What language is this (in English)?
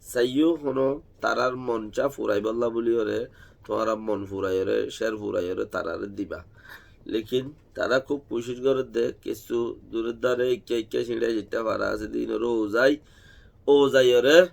Rohingya